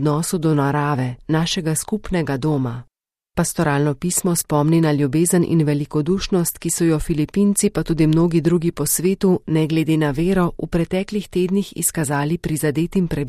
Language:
Slovenian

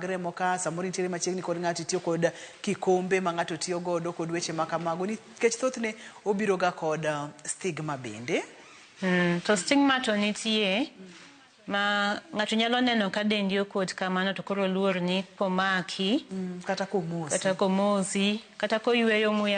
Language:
Luo (Kenya and Tanzania)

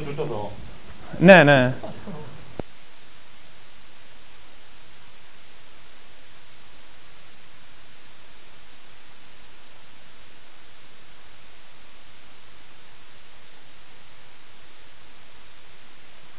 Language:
Greek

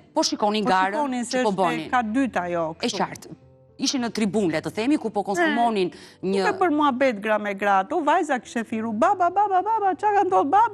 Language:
Albanian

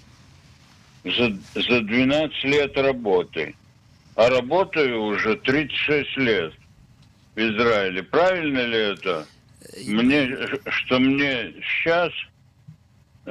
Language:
Russian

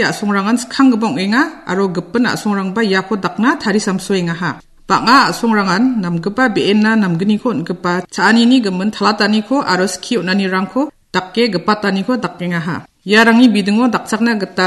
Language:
Garo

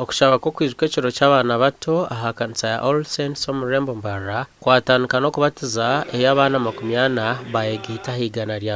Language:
Nyankole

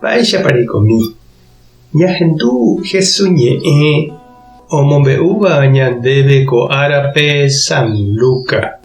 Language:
Guarani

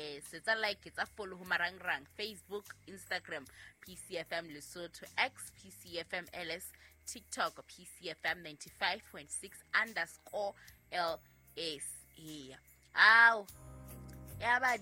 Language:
Southern Sotho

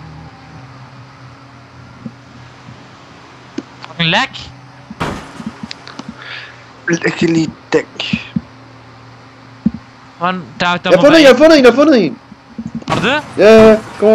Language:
Danish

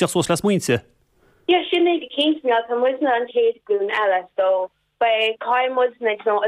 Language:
Irish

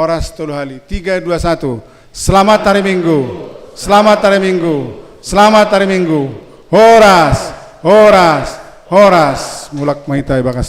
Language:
Batak Simalungun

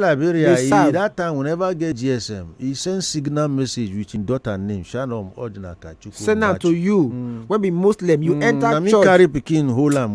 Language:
Nigerian Pidgin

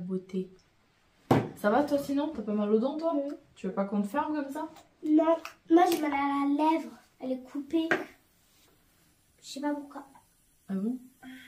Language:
French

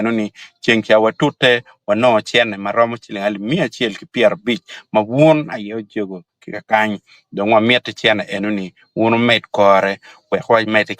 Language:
Acoli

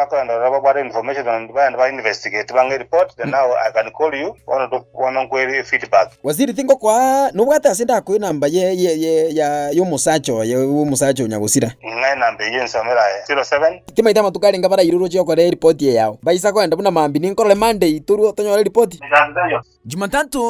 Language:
Gusii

